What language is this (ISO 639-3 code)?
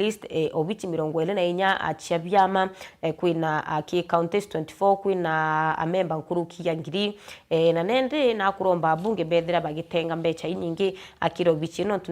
mer